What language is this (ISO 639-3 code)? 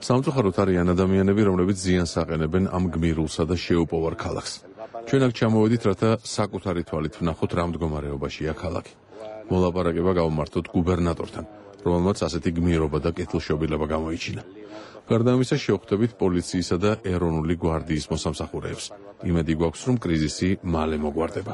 kat